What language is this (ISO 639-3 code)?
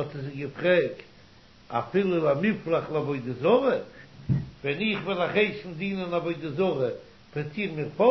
yid